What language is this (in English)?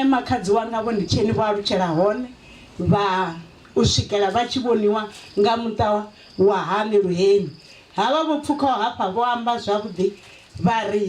Venda